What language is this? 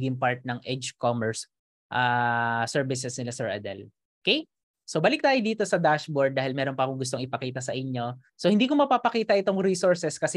Filipino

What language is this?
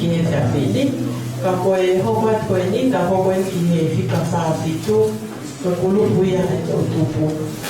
Tongan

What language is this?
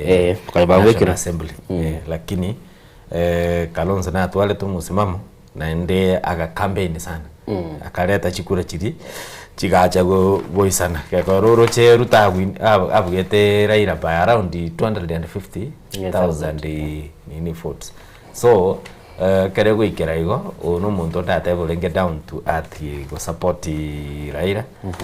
Gusii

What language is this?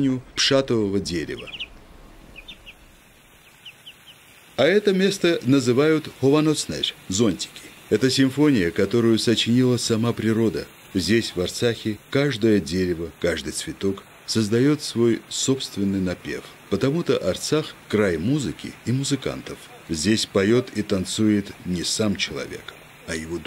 Russian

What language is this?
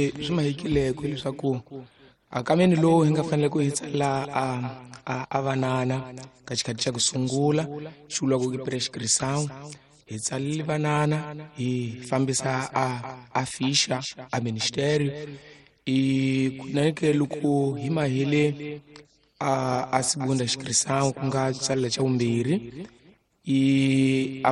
Tsonga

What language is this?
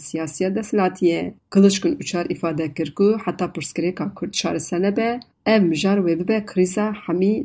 Kurdish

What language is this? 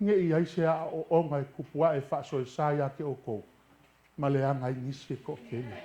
Samoan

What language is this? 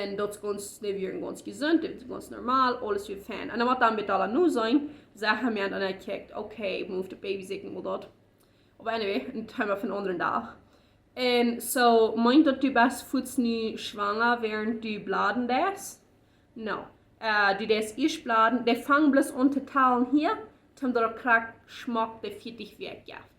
Plautdietsch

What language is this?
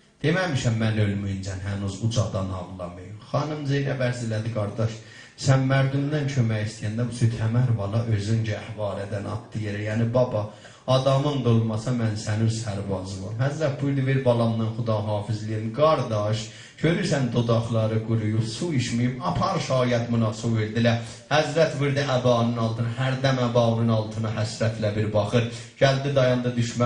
South Azerbaijani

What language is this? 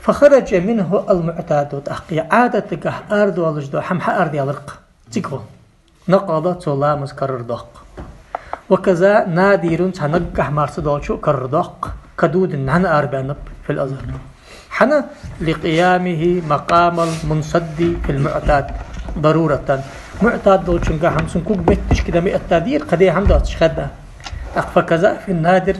Ingush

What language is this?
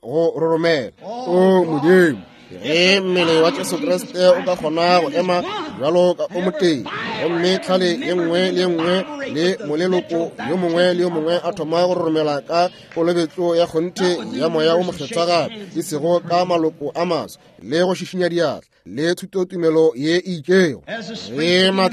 Northern Sotho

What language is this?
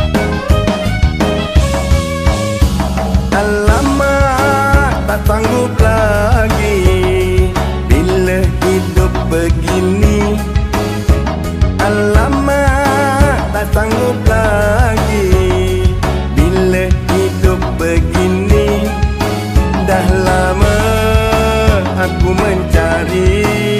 Malay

